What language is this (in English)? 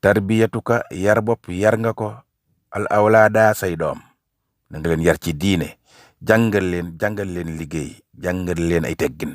Wolof